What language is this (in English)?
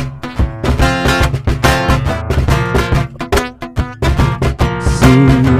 Indonesian